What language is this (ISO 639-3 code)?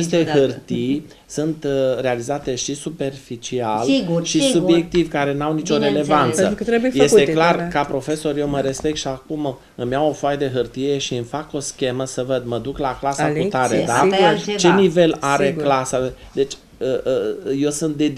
ron